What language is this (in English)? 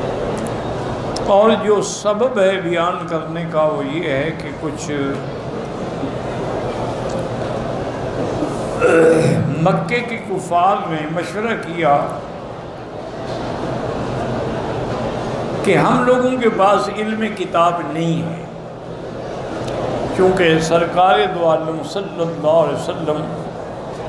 Urdu